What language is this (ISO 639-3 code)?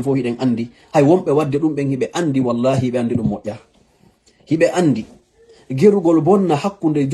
ful